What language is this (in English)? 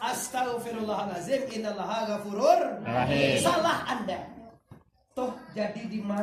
Minangkabau